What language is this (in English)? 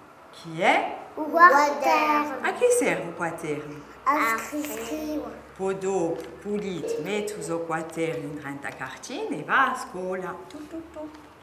Corsican